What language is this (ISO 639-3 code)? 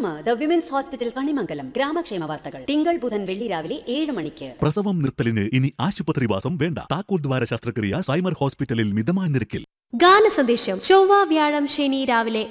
mal